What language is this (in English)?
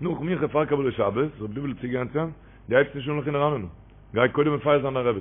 Yiddish